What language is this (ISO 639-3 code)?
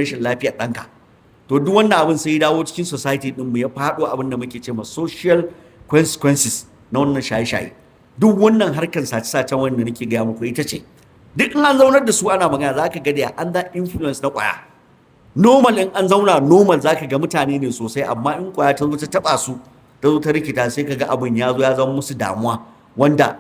hau